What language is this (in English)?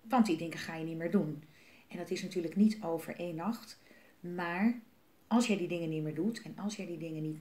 Dutch